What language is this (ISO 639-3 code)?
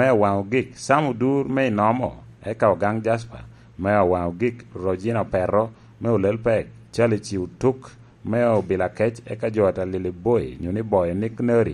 laj